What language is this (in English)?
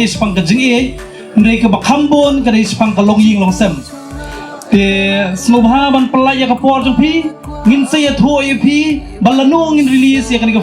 Khasi